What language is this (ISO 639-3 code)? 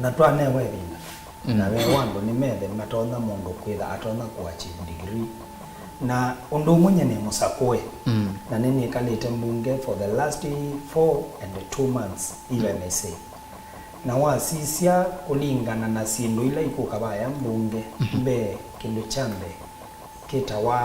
kam